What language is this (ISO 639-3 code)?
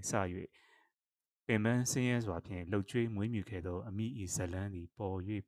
mya